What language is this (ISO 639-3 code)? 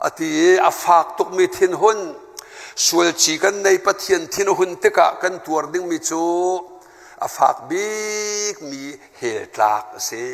cnh